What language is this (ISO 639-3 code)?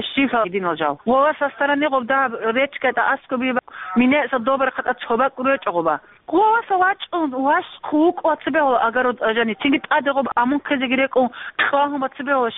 ava